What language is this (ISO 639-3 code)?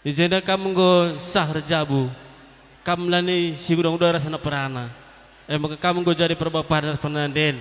btx